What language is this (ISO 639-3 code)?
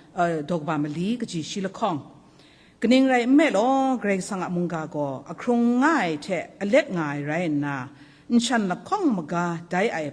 kac